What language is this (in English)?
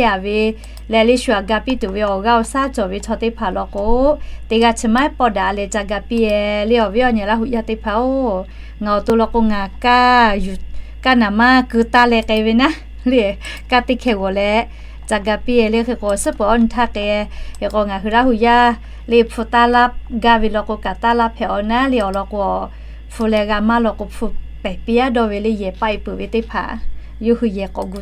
Lahu